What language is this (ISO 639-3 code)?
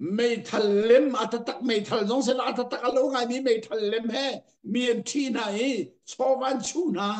cnh